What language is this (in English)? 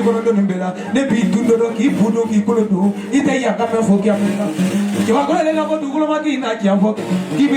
Bambara